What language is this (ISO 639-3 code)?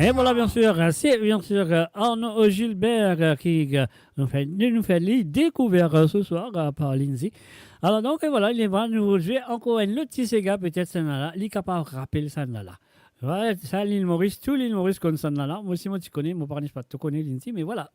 mfe